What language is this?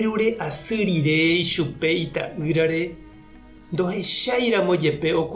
Guarani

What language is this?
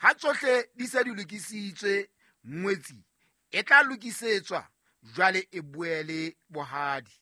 Southern Sotho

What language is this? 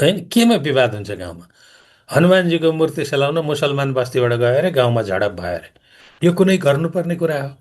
Nepali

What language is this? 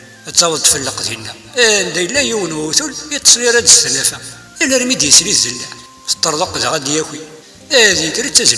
Kabyle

